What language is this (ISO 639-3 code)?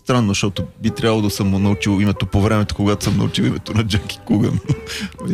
bul